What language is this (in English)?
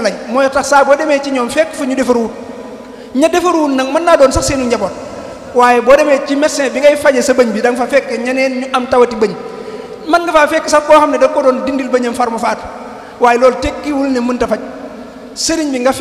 Wolof